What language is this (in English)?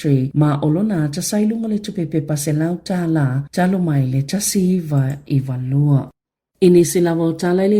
Samoan